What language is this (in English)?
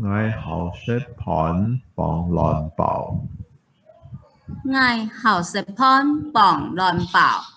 Hakka Chinese